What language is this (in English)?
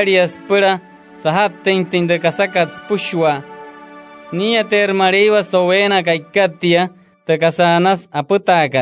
Wayuu